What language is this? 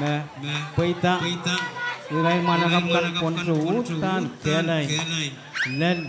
Pohnpeian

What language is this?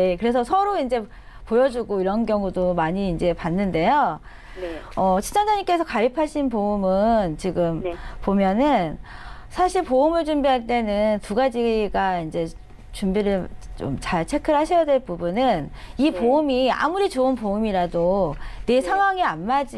Korean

